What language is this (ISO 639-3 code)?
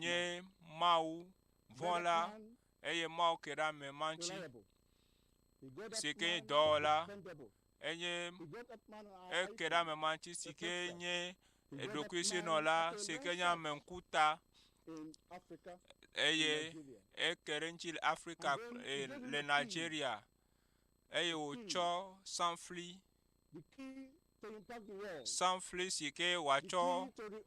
ewe